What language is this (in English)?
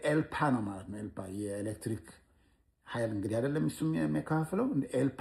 Amharic